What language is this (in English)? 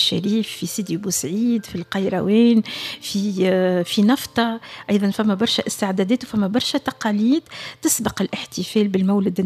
Tunisian Arabic